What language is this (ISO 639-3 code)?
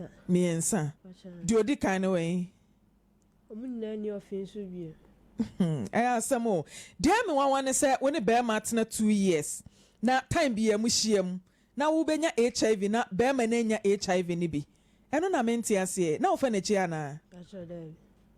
aka